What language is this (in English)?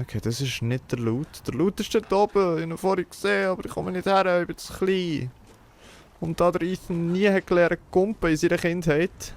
Swiss German